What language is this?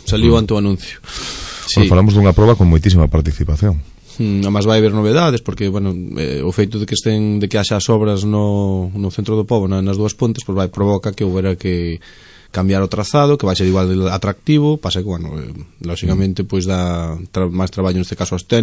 Galician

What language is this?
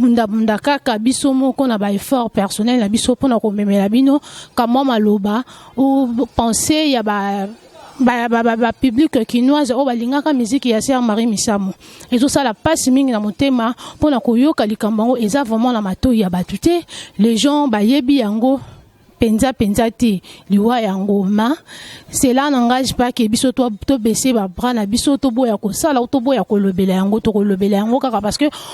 Lingala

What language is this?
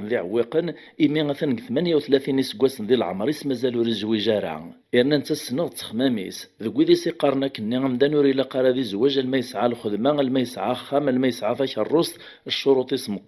Kabyle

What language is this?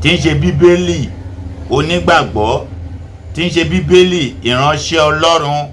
Yoruba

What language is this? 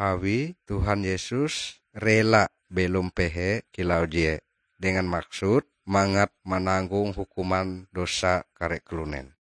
Ngaju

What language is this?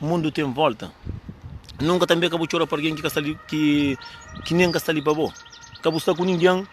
Kabuverdianu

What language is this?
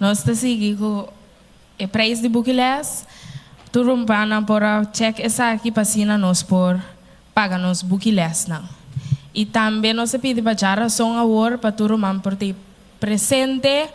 Papiamento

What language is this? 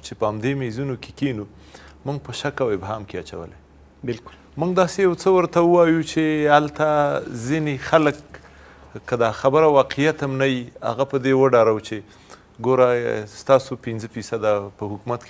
Pashto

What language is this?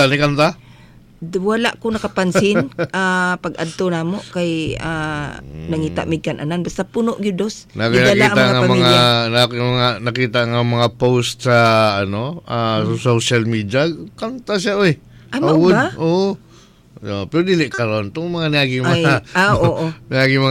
Cebuano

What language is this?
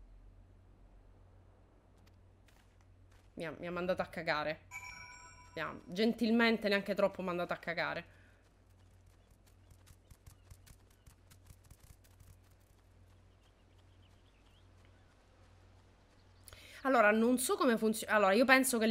Italian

